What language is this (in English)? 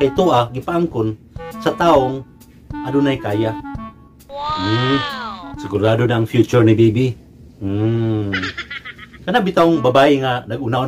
Cebuano